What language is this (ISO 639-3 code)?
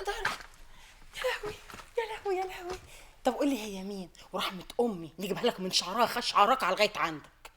arz